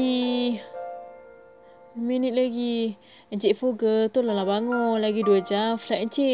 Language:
Malay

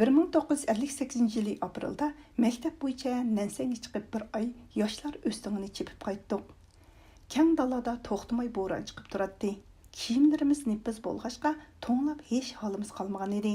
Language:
Uyghur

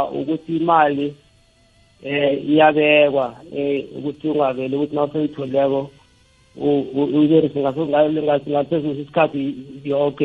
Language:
South Ndebele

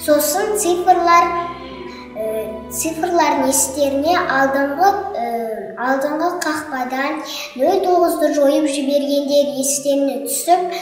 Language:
Kazakh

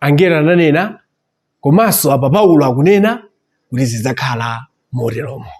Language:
Nyanja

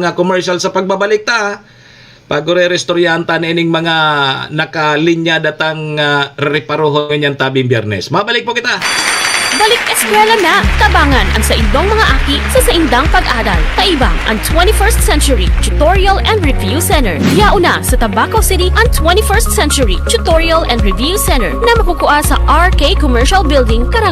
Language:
Bikol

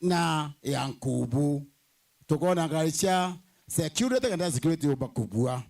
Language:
Meru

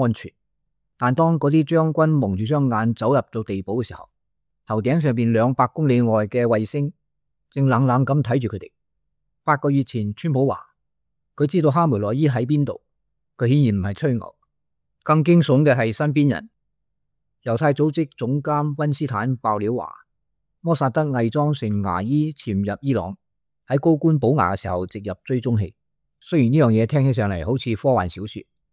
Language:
Cantonese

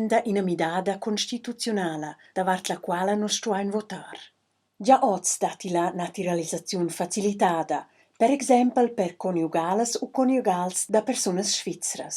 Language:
Romansh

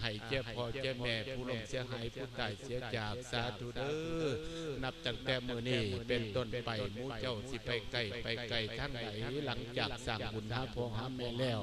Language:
Lao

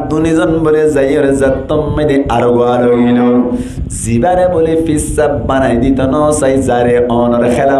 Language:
Rohingya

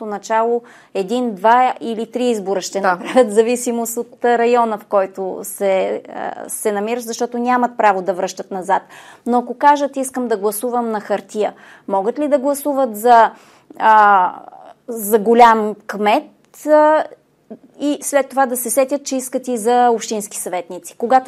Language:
Bulgarian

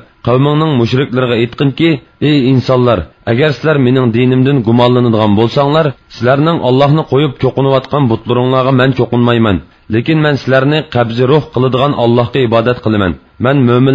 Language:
Uyghur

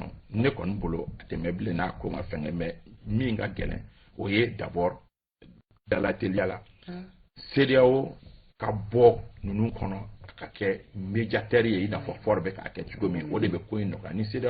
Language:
Bambara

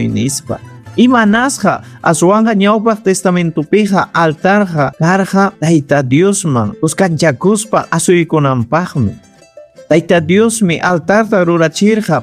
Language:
Ayacucho Quechua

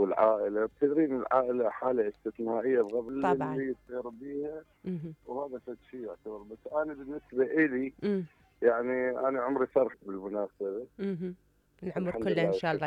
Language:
Mesopotamian Arabic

